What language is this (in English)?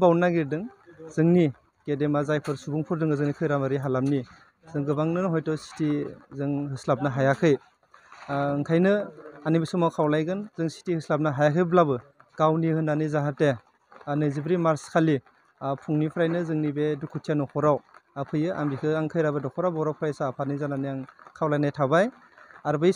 Bodo